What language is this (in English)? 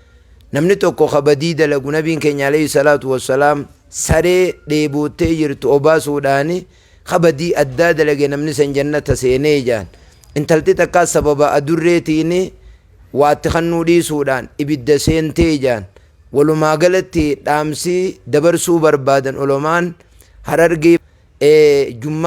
Oromo